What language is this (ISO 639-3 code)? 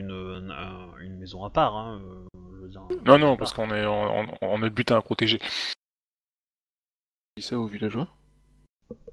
fra